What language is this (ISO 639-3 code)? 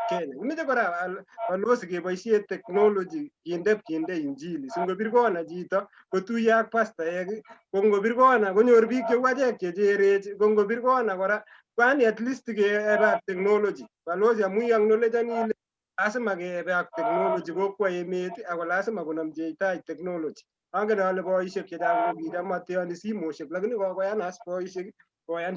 kln